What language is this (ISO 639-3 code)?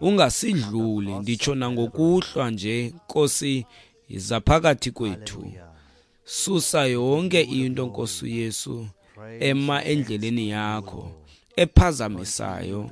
xho